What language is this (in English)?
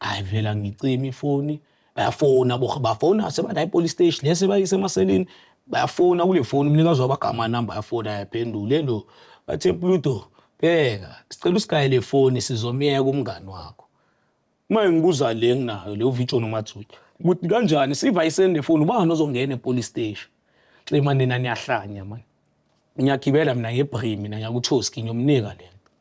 Zulu